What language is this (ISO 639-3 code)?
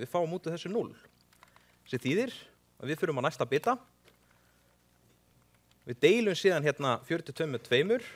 isl